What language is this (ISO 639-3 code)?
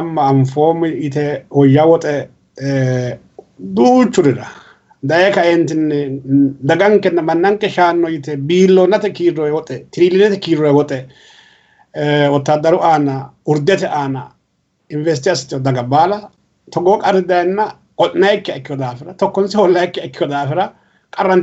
sid